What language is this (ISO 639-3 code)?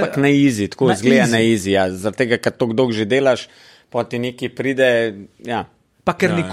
slv